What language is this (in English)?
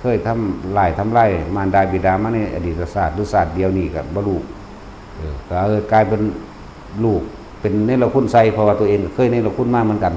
Northeastern Thai